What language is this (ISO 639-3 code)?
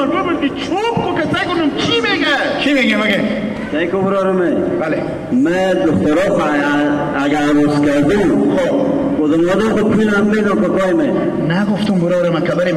haz